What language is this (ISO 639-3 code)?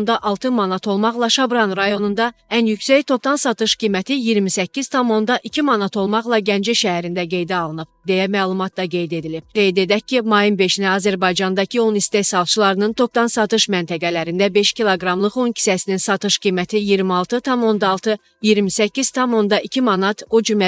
aze